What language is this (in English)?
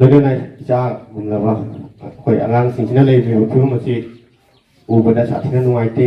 Manipuri